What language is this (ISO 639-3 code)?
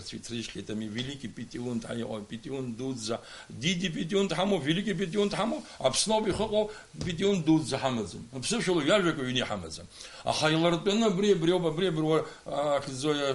abk